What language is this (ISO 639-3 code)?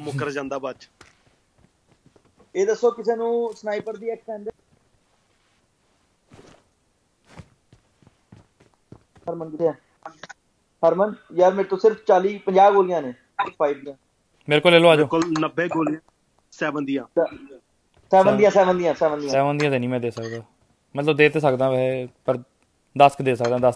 pan